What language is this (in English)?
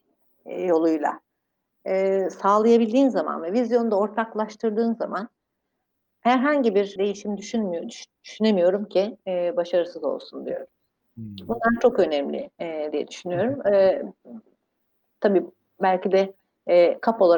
Turkish